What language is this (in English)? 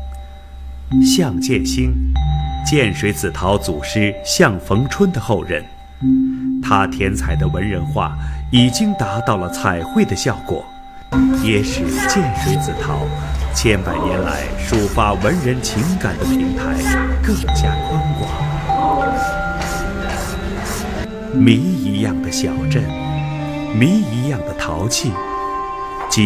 Chinese